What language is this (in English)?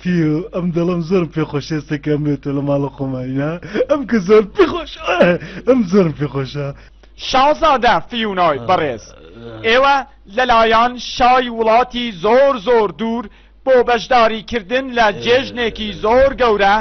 Central Kurdish